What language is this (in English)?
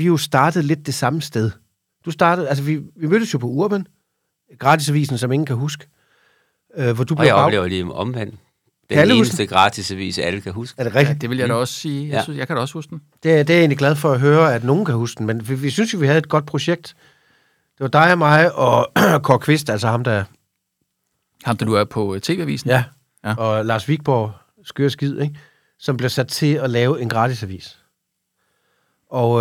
Danish